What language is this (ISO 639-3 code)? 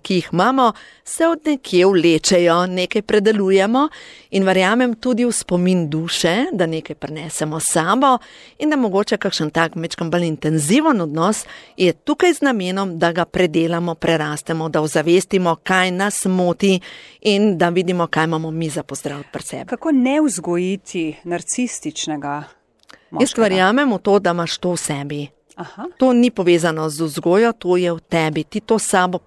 slv